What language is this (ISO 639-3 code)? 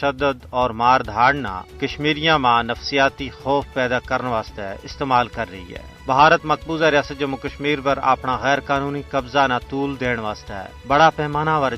gju